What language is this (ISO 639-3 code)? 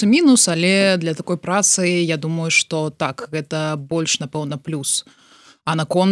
bel